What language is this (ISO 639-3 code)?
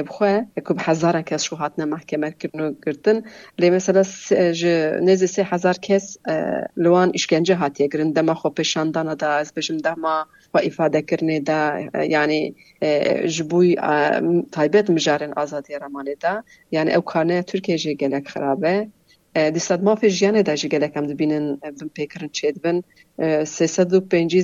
kur